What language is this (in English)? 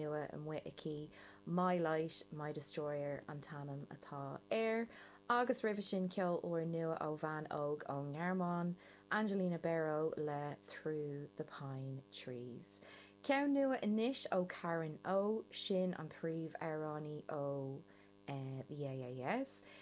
Irish